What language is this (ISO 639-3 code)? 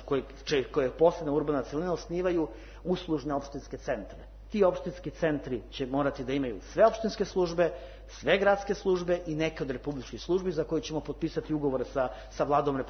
srp